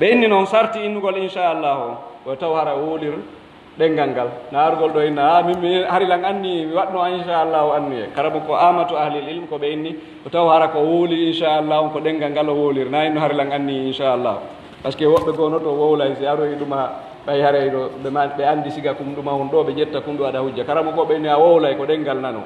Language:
Pular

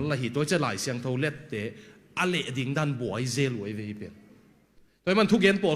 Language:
Tedim Chin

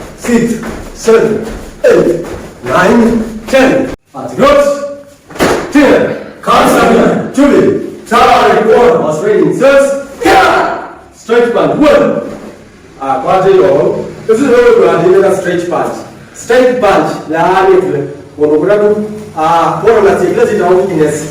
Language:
Kamba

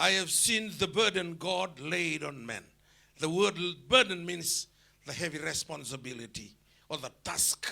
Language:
Fijian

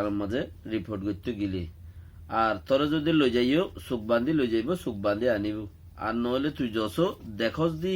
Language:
Rohingya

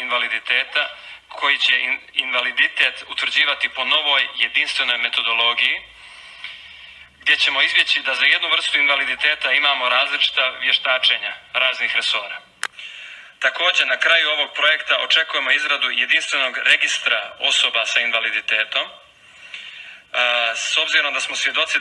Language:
Bosnian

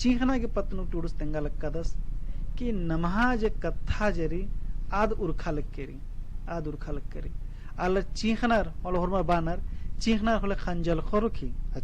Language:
Kurukh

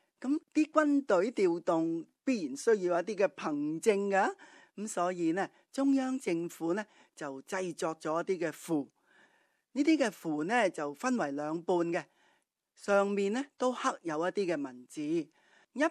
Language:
Cantonese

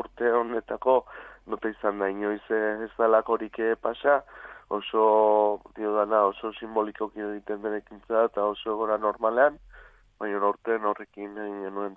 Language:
Basque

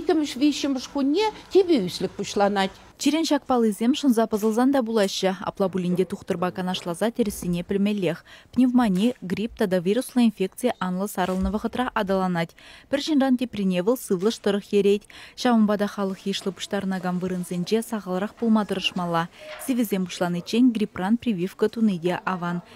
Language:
Chuvash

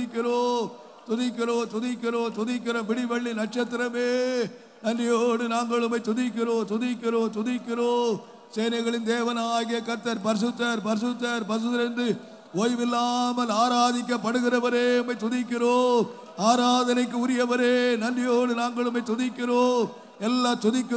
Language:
Tamil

